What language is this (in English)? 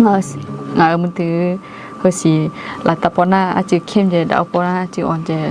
Akha